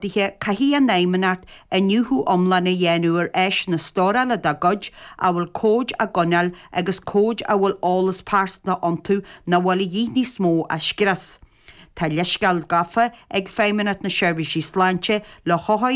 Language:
Irish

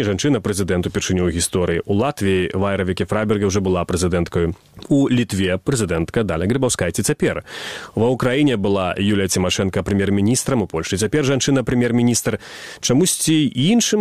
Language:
Belarusian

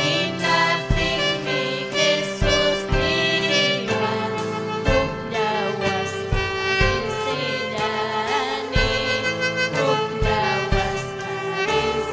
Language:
Ayacucho Quechua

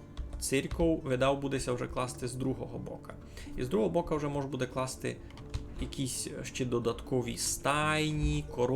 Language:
Rusyn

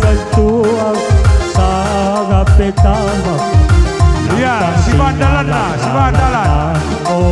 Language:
Batak Karo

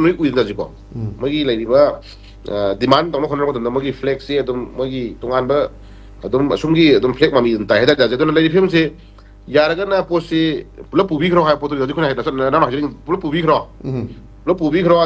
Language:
Manipuri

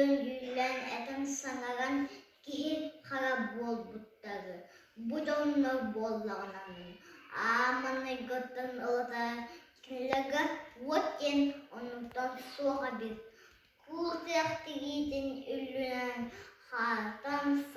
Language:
Yakut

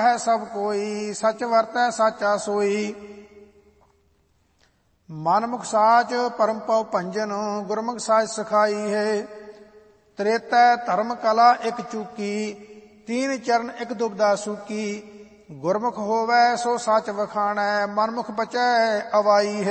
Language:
Punjabi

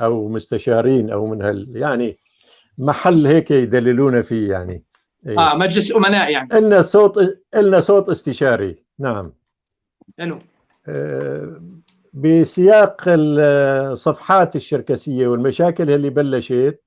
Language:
North Levantine Arabic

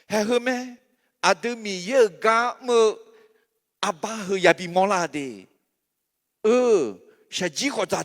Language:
Akha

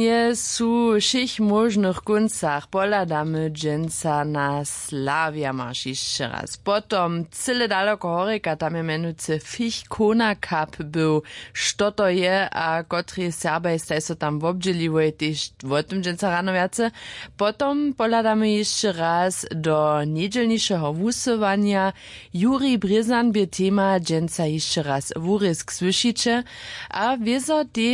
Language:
Upper Sorbian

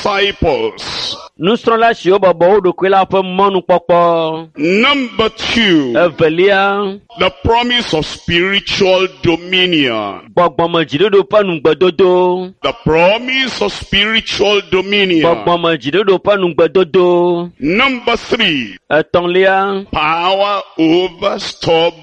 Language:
Ewe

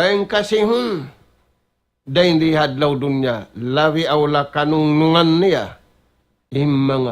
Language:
Tausug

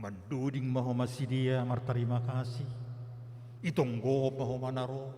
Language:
Batak Simalungun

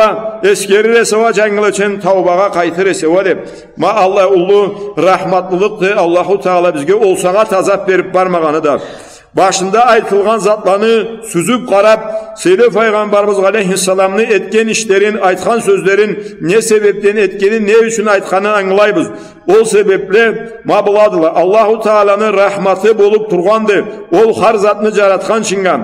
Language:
Karachay-Balkar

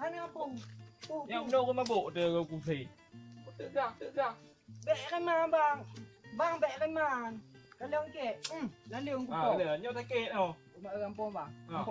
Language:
Achinese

